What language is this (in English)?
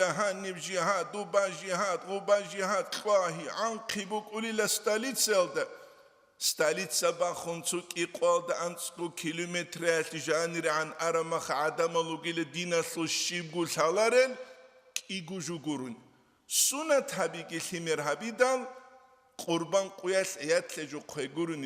Avaric